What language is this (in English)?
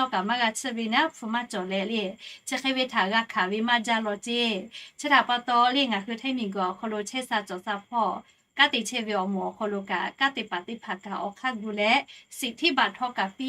Lahu